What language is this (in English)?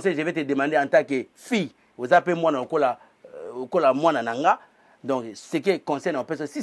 Lingala